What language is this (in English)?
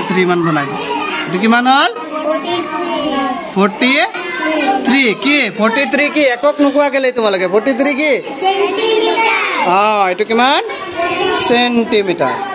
Assamese